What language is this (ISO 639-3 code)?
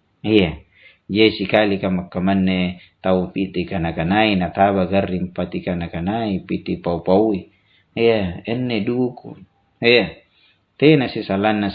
mak